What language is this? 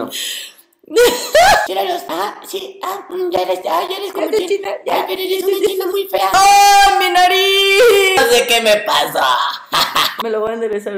Spanish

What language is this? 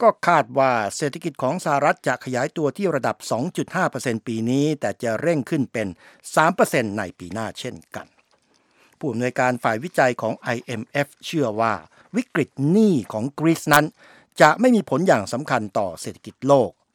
Thai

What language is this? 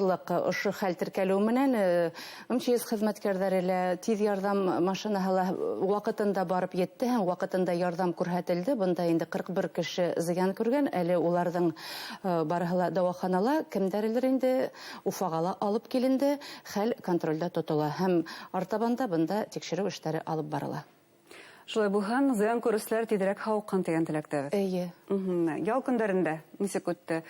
Bashkir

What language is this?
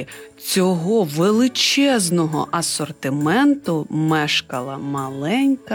Ukrainian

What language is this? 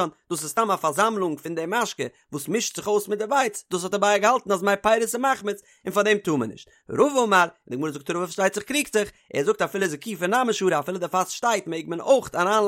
Yiddish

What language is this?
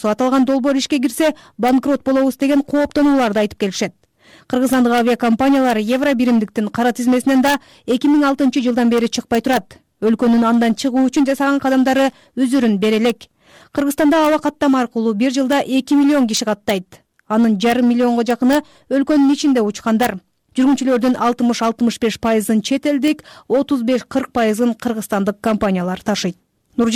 Kyrgyz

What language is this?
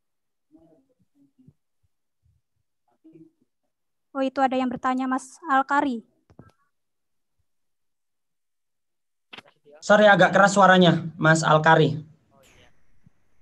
Indonesian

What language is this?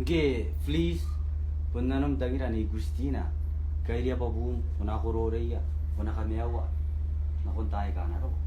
Gilbertese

